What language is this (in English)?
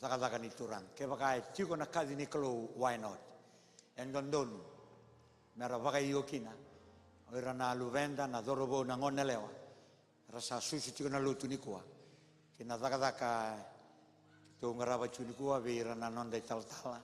Fijian